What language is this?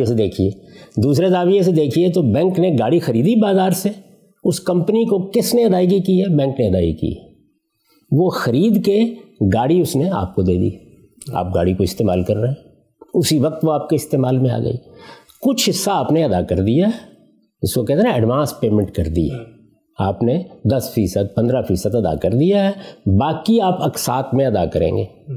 Urdu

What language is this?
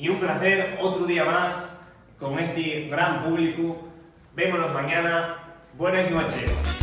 Asturian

